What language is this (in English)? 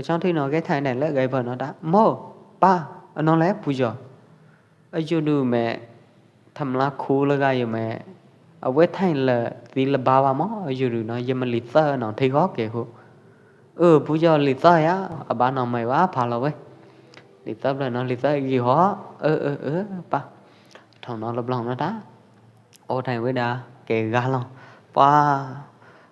Pwo Eastern Karen